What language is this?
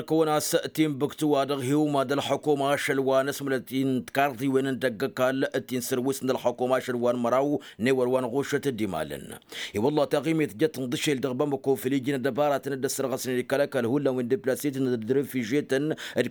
Tamasheq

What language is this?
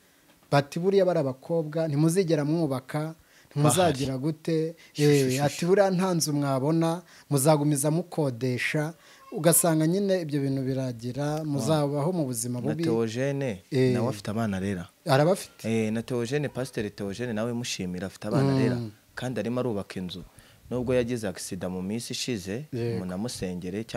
Kinyarwanda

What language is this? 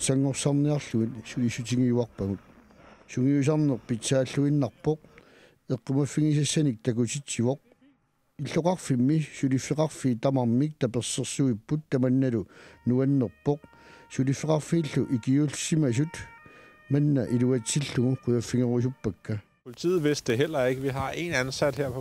Kalaallisut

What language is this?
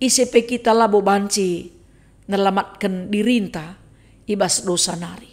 Batak Karo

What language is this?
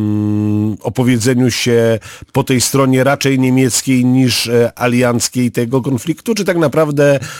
Polish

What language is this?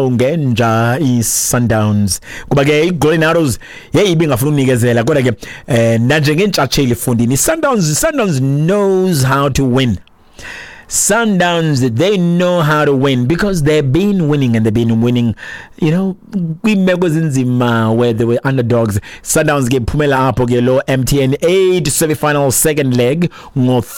Xhosa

